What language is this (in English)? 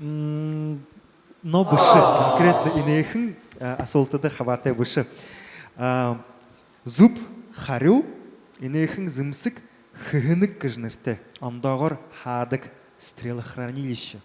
Buriat